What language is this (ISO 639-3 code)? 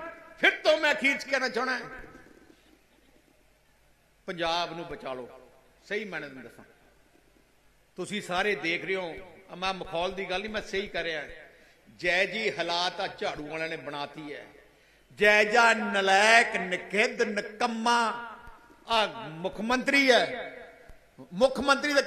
pan